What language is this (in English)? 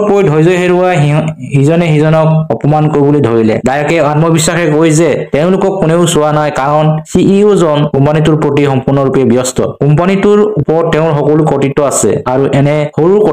Assamese